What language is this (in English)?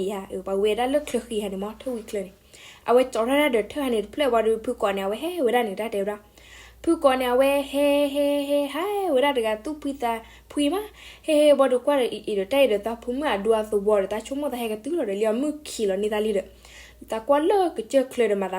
S'gaw Karen